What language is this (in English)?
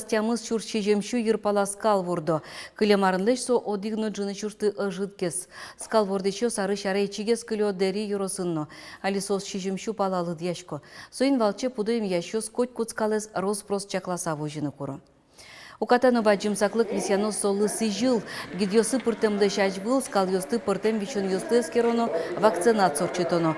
Udmurt